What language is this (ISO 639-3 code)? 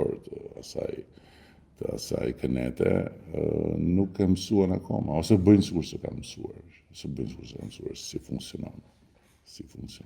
sqi